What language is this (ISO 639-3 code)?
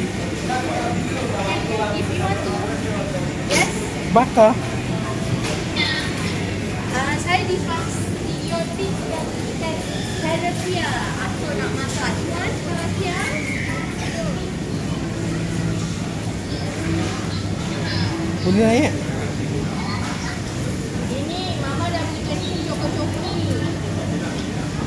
msa